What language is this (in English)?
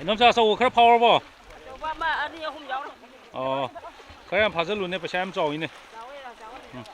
Manipuri